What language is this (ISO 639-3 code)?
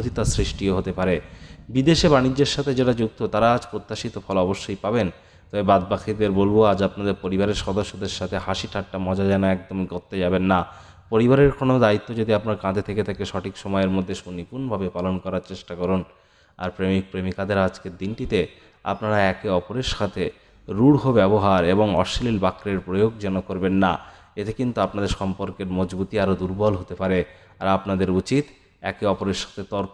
ben